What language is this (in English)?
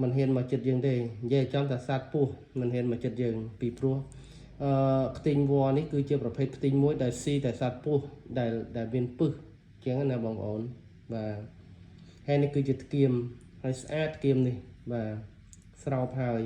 Khmer